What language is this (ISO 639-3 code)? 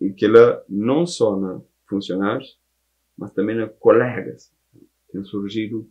kea